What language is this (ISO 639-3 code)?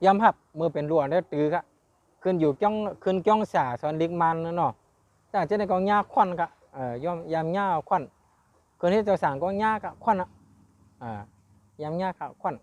shn